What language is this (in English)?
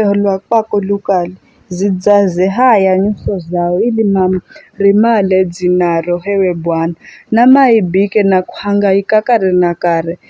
Giryama